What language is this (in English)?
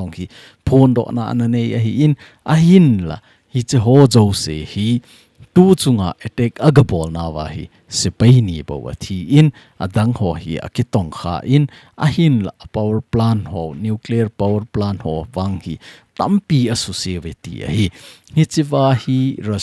Thado Chin